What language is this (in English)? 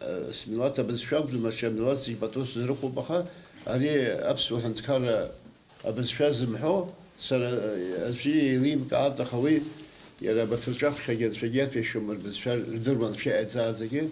Abkhazian